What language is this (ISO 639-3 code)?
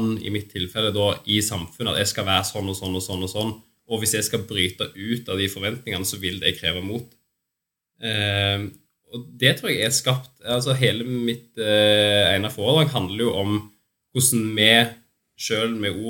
nor